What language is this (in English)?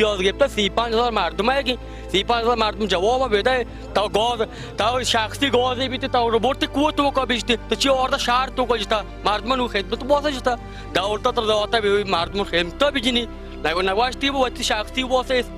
Baluchi